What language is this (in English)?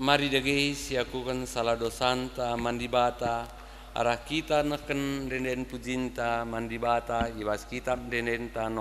Batak Karo